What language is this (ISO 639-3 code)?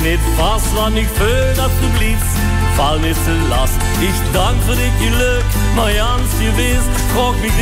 lim